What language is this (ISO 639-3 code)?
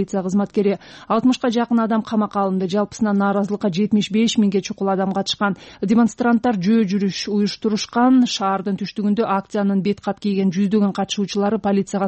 kir